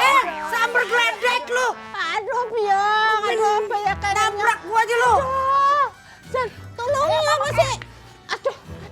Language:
Betawi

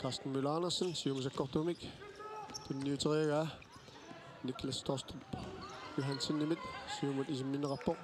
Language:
Kalaallisut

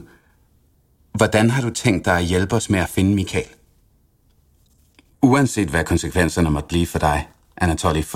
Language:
Danish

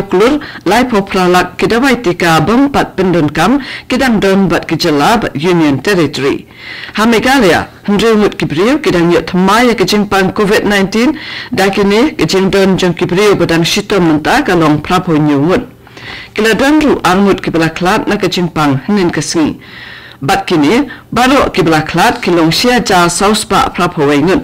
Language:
Khasi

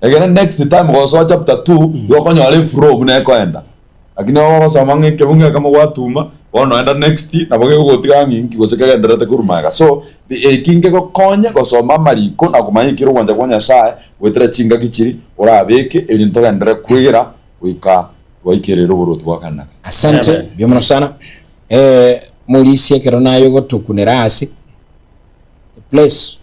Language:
Gusii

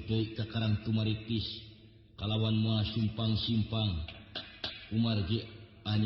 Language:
Sundanese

